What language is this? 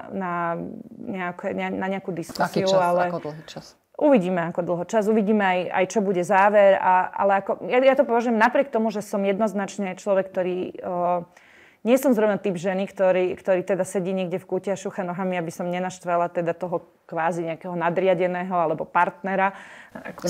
Slovak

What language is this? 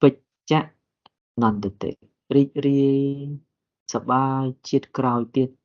Khmer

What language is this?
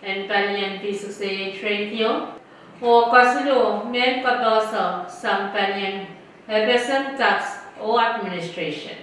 Pohnpeian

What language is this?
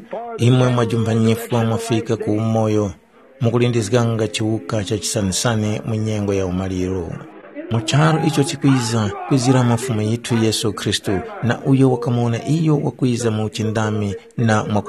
Tumbuka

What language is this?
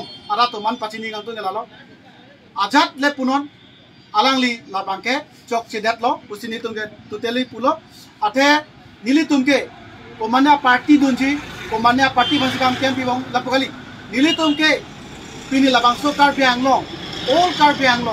Karbi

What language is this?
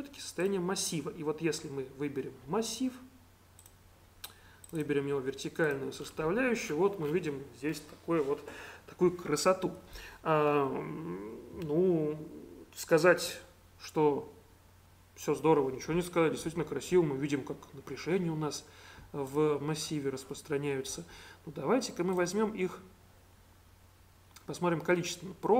Russian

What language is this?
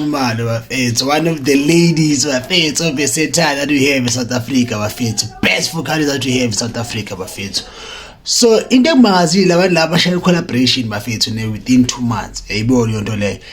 Zulu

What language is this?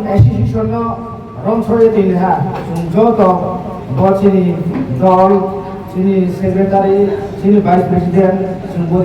Riang (India)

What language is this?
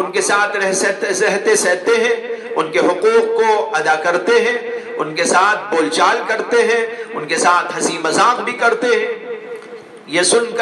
Urdu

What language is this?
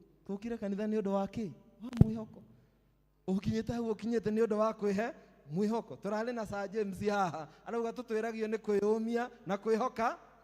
Kikuyu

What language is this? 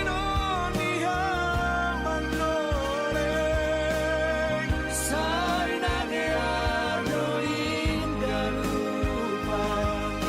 Batak Simalungun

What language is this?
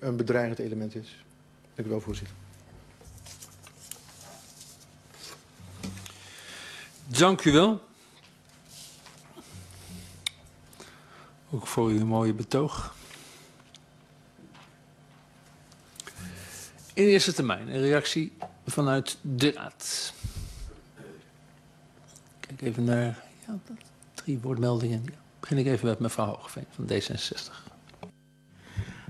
Dutch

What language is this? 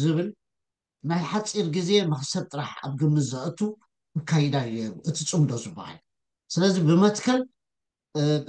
Tigrinya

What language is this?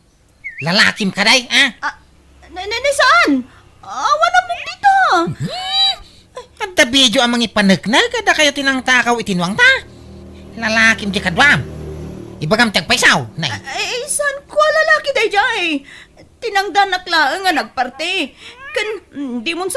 Iloko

